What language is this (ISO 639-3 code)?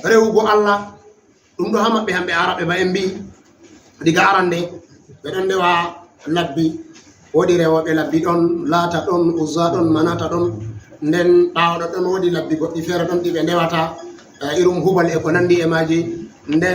ful